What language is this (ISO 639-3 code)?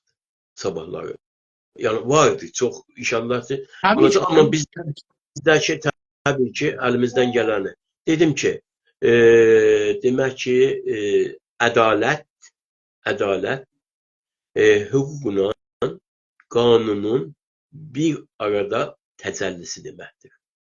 azb